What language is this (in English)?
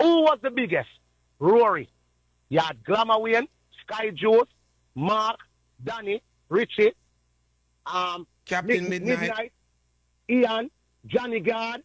Jamaican Creole English